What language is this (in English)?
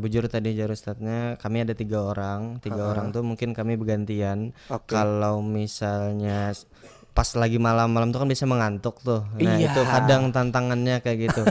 Banjar